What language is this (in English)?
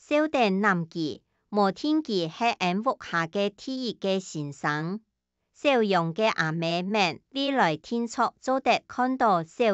Hakka Chinese